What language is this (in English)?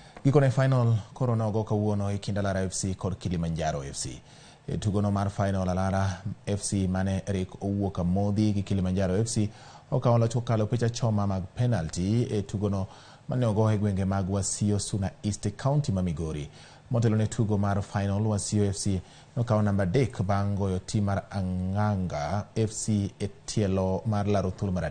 Luo (Kenya and Tanzania)